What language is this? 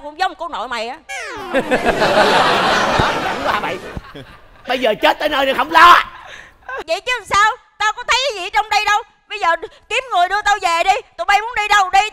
Vietnamese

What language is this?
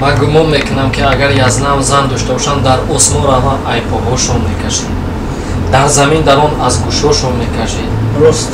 Tajik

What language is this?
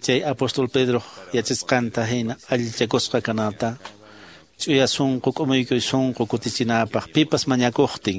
Quechua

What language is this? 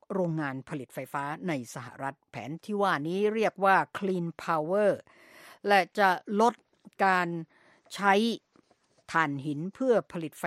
Thai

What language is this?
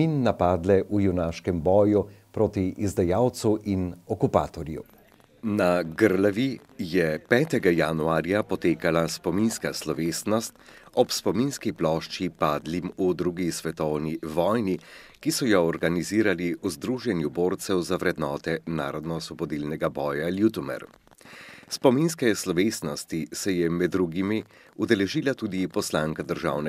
Slovenian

